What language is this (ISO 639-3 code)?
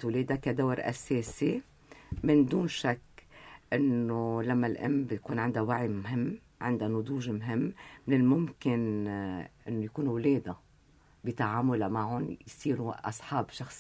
apc